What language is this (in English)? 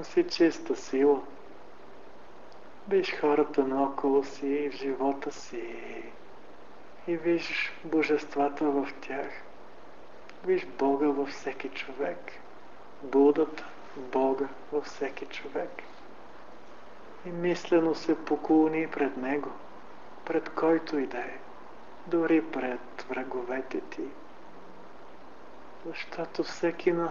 Bulgarian